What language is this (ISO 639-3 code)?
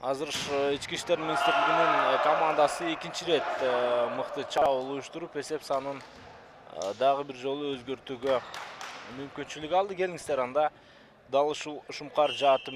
kir